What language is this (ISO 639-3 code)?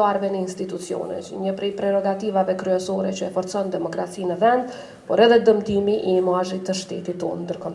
sqi